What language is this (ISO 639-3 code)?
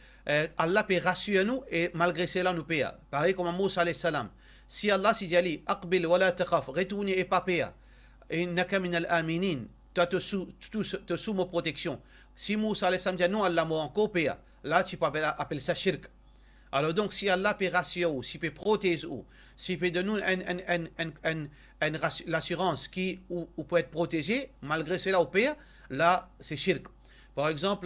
mfe